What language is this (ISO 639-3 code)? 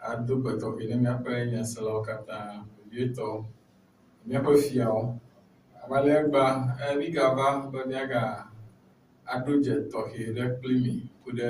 ewe